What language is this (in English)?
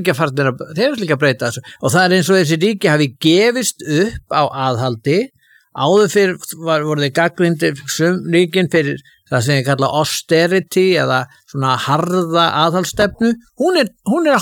Icelandic